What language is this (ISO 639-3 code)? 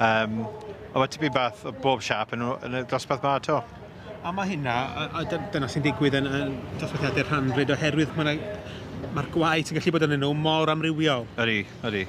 cym